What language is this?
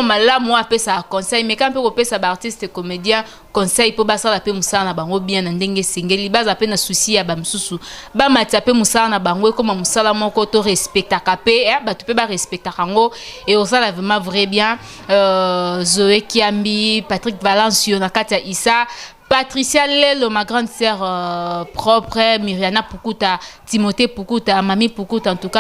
Lingala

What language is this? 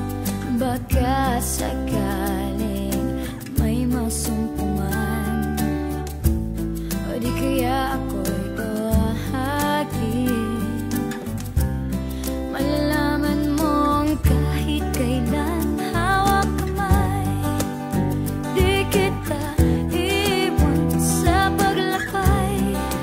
Filipino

